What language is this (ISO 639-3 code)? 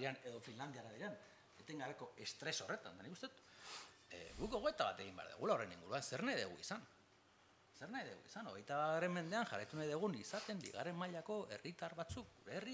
eus